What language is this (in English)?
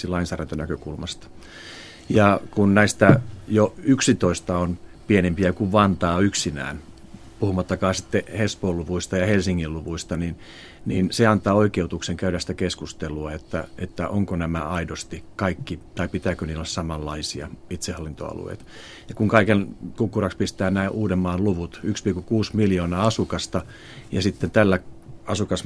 Finnish